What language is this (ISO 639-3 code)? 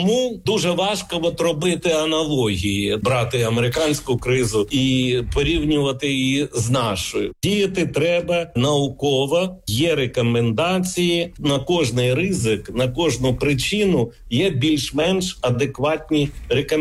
ukr